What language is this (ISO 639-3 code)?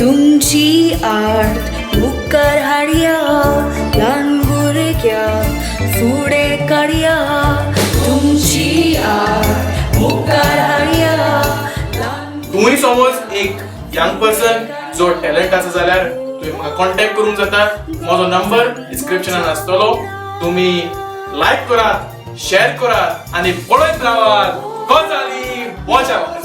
kok